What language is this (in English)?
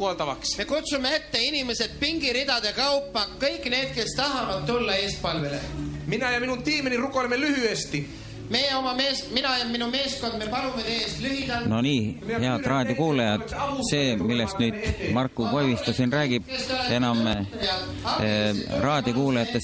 Estonian